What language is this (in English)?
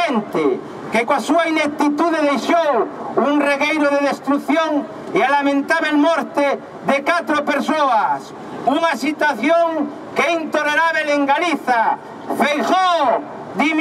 Galician